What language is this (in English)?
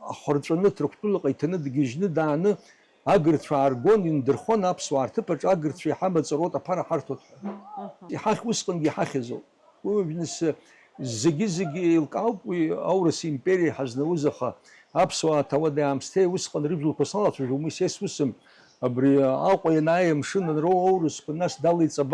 Abkhazian